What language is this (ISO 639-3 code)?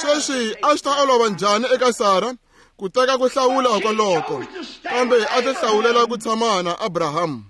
tso